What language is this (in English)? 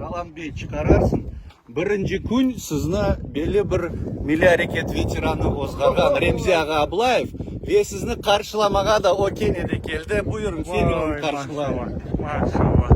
Crimean Tatar